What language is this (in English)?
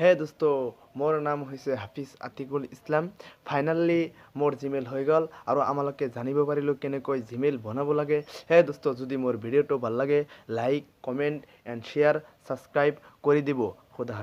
Assamese